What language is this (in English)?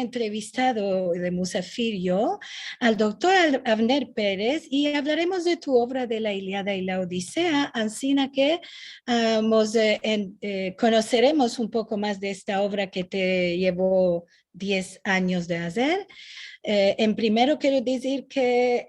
Ladino